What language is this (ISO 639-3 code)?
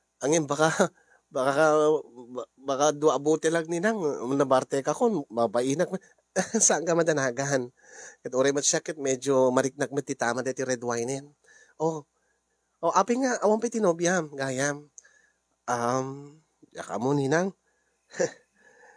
ilo